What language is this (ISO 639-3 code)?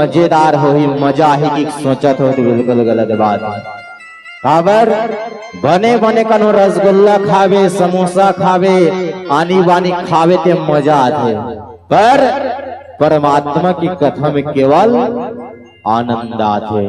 hne